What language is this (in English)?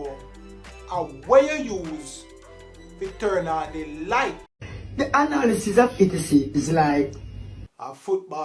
Jamaican Creole English